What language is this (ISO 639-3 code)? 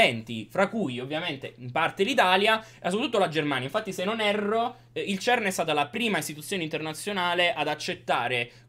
ita